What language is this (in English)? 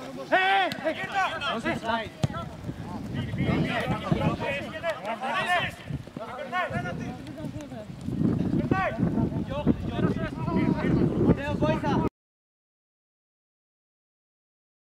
Greek